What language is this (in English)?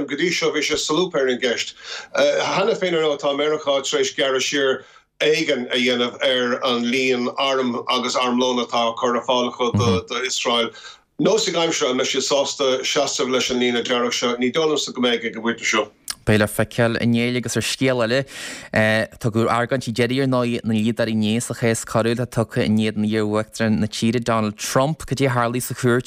Irish